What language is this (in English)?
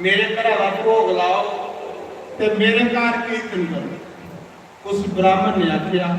Dogri